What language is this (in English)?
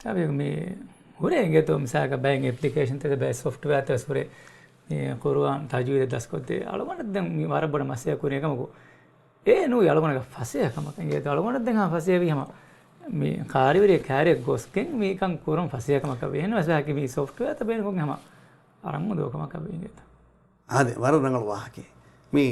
Divehi